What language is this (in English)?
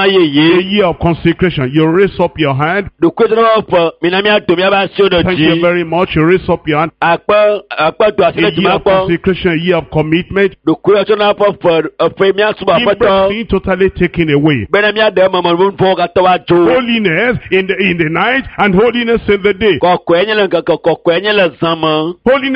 Ewe